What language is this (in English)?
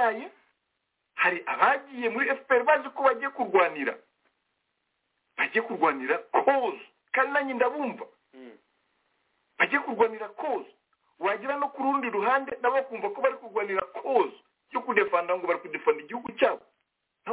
Kinyarwanda